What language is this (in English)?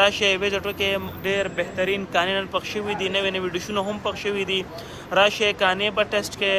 Pashto